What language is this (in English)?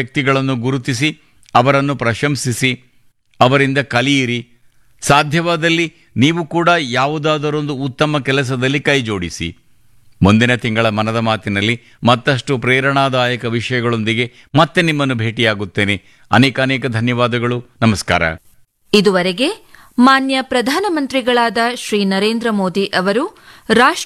Kannada